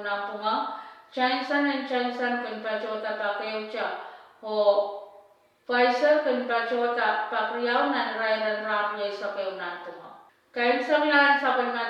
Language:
Pohnpeian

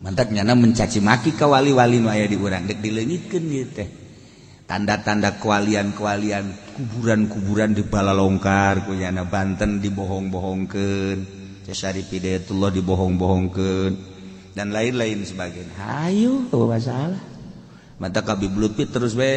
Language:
Sundanese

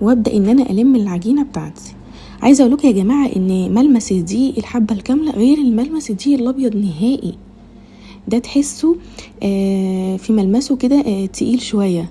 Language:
Egyptian Arabic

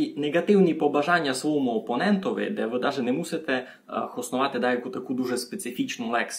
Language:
Rusyn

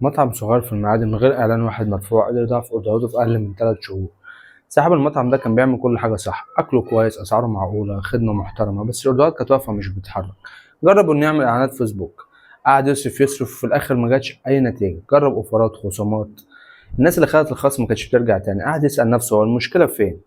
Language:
Egyptian Arabic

